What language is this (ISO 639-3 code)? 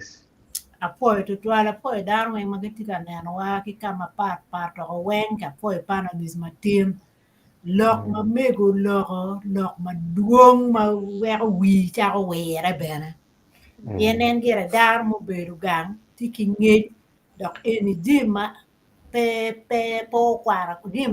ach